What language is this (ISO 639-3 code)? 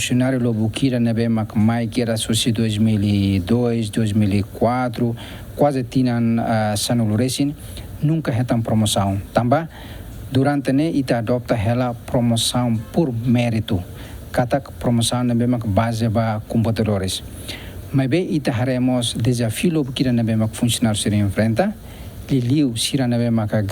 tet